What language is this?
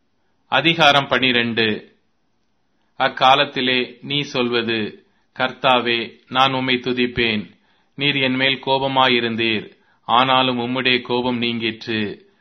Tamil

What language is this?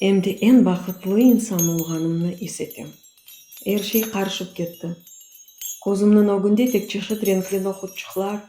Crimean Tatar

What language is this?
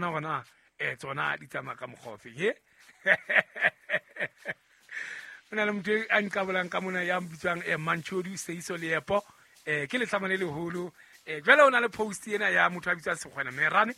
Southern Sotho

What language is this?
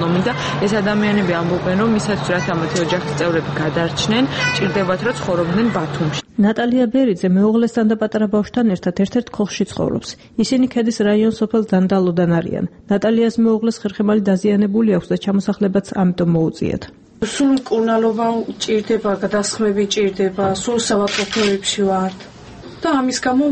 Georgian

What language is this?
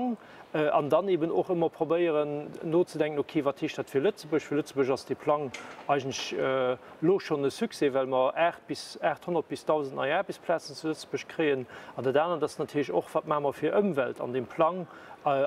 Luxembourgish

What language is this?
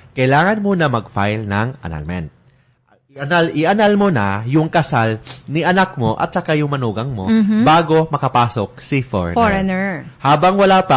Filipino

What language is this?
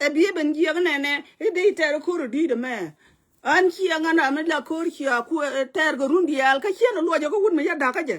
Nuer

